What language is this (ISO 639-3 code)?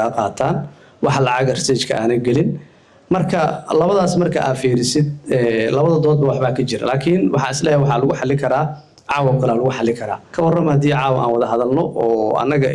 som